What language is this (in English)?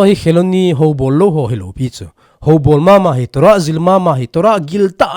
Thado Chin